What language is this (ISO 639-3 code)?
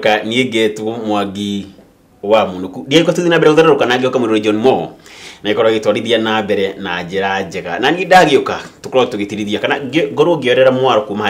kik